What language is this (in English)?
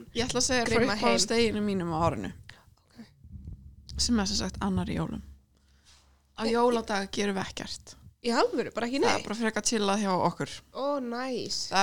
Icelandic